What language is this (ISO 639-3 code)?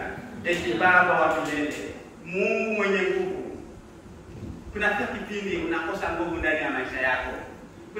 swa